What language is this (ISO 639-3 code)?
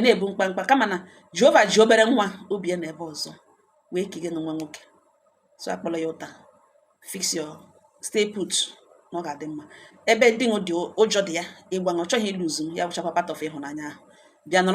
ibo